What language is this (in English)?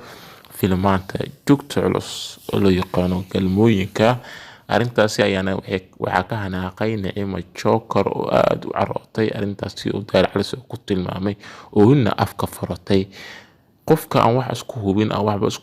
Somali